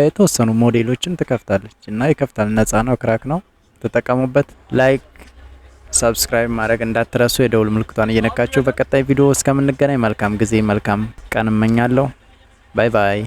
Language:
Amharic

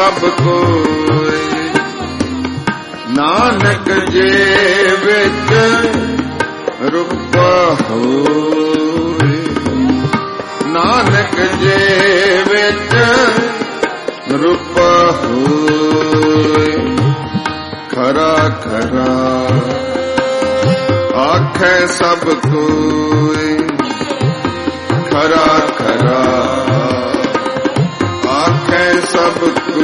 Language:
Punjabi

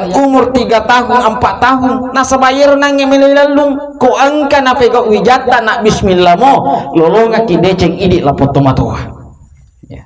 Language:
Buginese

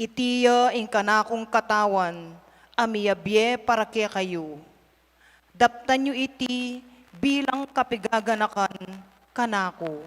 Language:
Pampanga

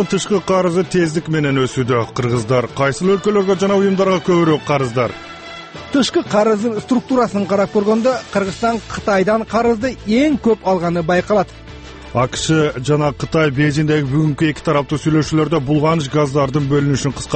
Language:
Kyrgyz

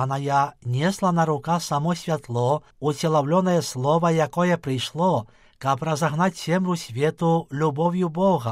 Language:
Belarusian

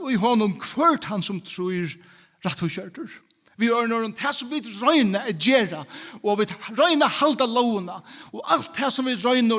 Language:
Faroese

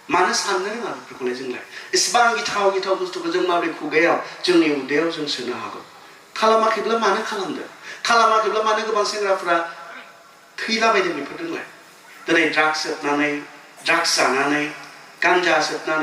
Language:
Bodo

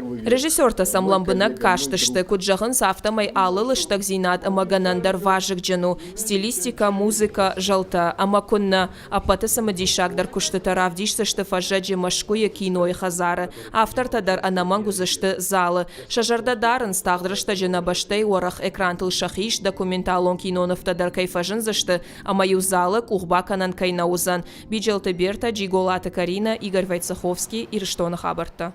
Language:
Ossetic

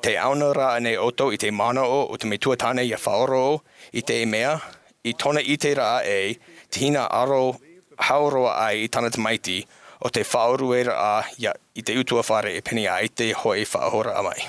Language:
Tahitian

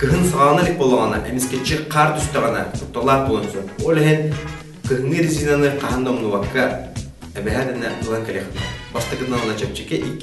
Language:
Yakut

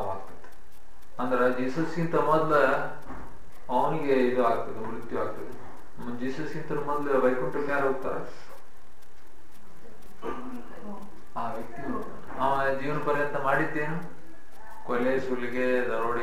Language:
Kannada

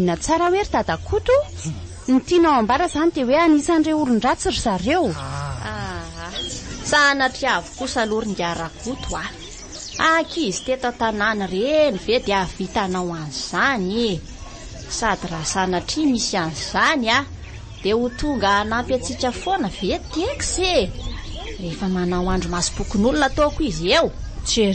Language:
Malagasy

